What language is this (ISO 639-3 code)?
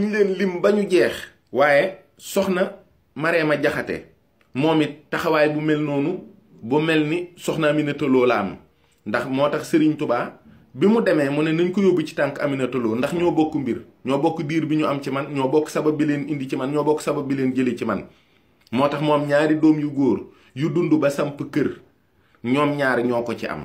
wol